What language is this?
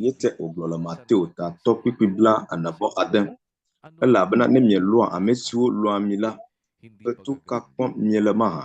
Ewe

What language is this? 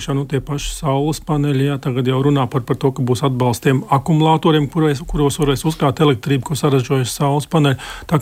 Latvian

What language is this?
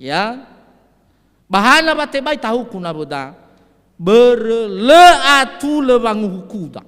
Nias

